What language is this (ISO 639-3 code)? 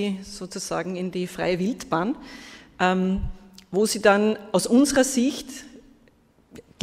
deu